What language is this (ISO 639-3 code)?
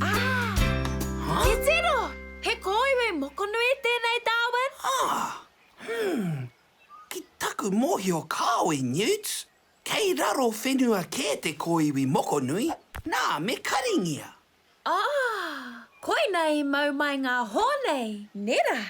mri